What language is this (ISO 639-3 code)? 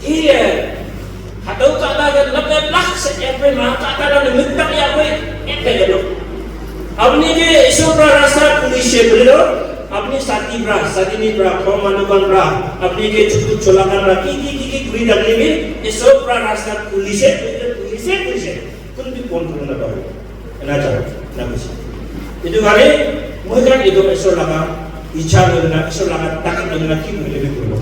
nag